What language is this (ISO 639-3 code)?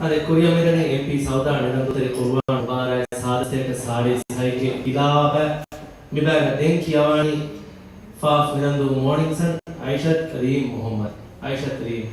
div